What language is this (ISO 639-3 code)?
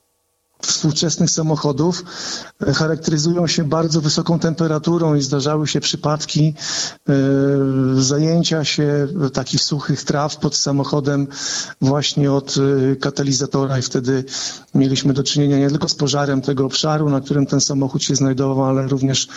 pol